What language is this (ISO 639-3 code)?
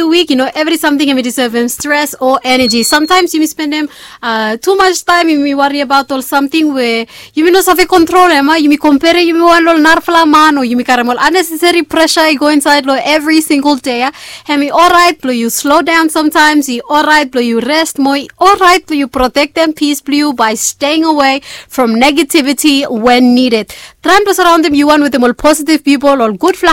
bis